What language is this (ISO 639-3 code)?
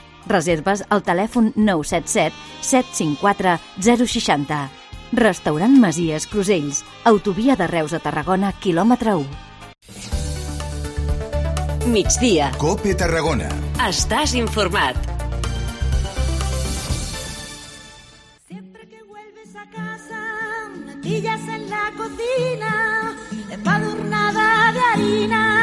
cat